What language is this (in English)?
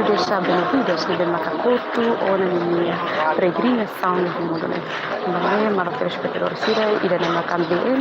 Tetum